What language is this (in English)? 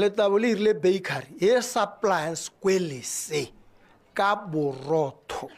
Tswana